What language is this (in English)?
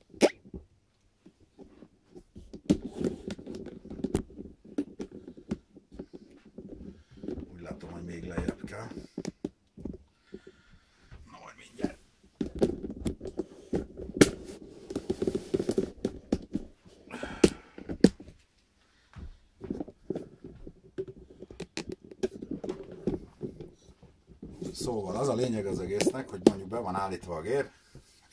Hungarian